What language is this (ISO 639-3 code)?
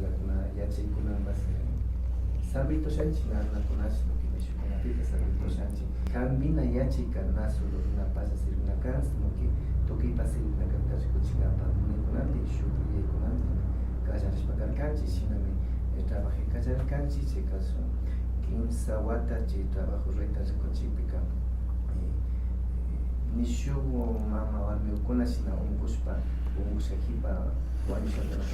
qvi